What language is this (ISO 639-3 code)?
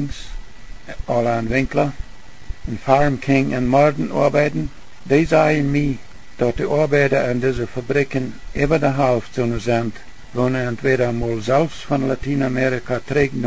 pdt